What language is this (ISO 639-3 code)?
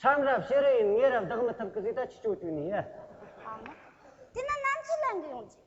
bod